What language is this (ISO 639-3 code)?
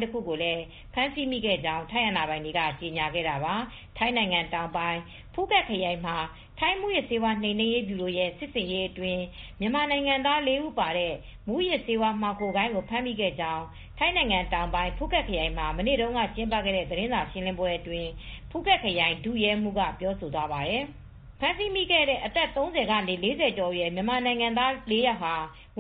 mya